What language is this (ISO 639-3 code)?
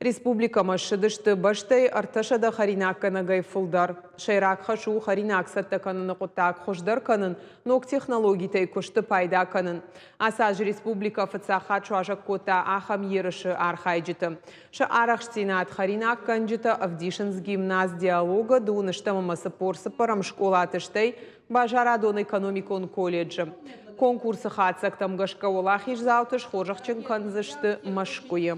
oss